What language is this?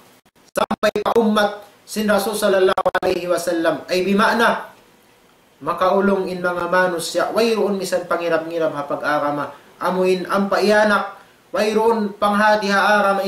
Tausug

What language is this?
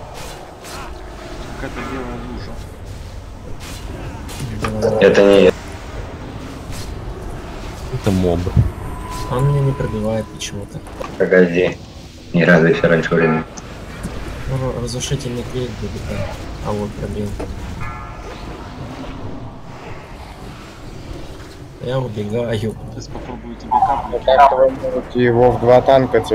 Russian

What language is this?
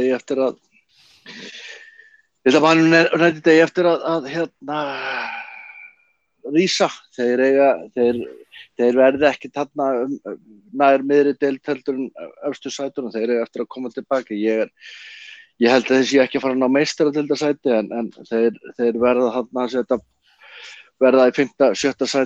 Icelandic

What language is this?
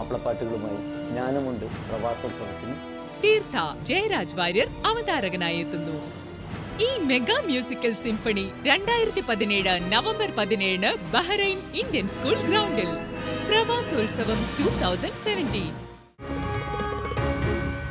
Malayalam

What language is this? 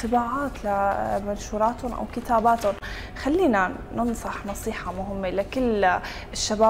North Levantine Arabic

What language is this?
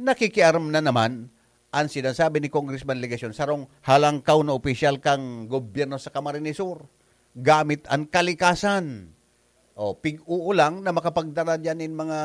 Bikol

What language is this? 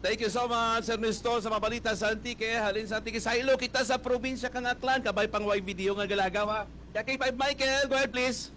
Hiligaynon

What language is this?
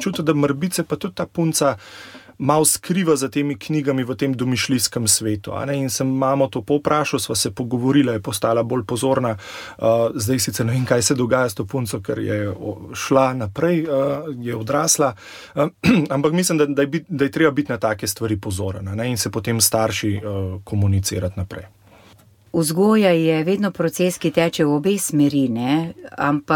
Slovenian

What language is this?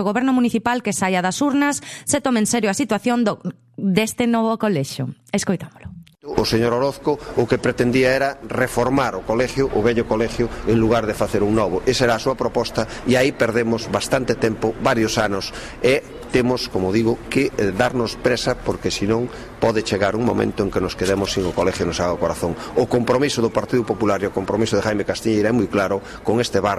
Galician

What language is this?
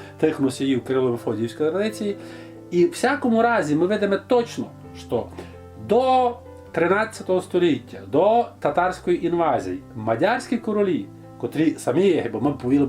Rusyn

